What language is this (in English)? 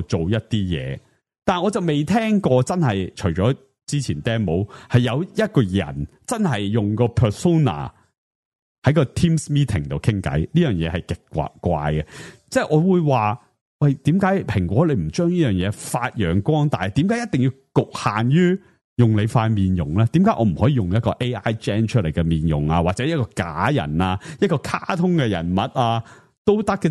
Cantonese